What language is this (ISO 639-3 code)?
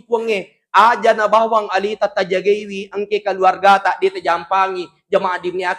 bug